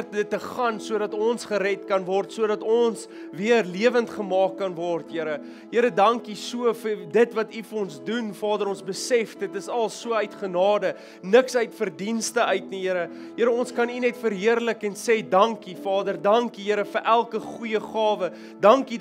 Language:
Afrikaans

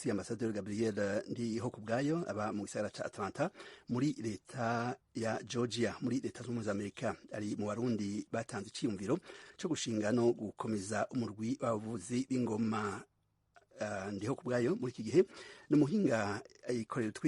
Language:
Rundi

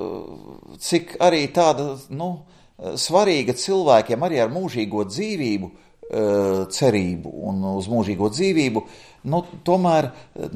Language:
Latvian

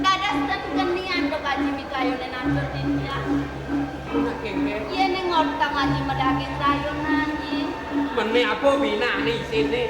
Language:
Balinese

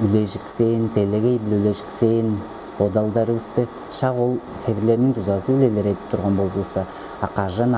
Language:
Tuvinian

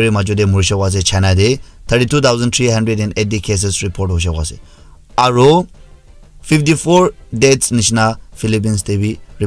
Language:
Naga Pidgin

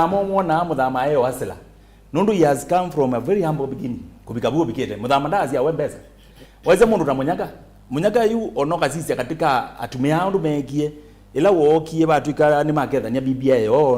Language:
Kamba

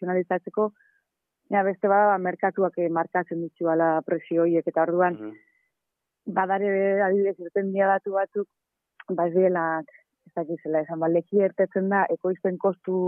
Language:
Basque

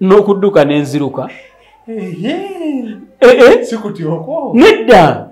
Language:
Ganda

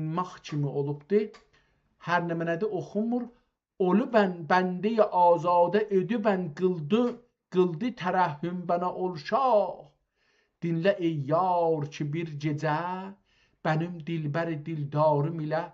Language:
South Azerbaijani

